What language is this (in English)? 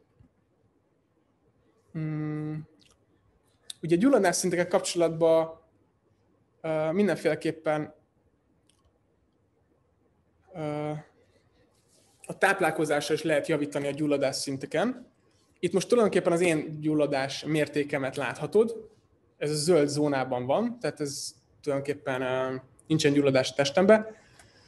Hungarian